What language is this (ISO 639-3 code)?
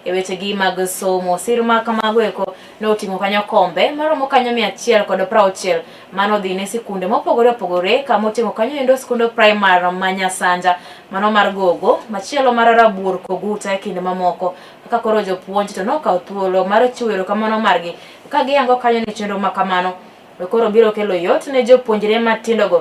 luo